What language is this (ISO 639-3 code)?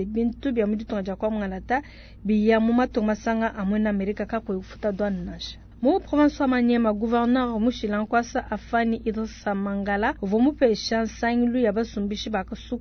lua